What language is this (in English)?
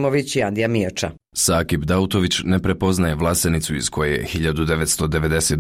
Bosnian